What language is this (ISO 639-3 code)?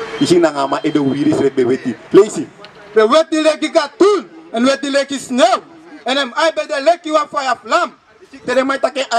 srn